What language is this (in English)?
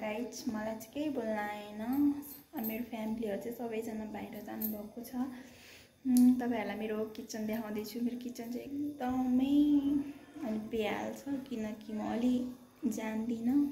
Nepali